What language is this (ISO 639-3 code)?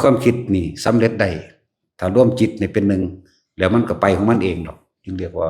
tts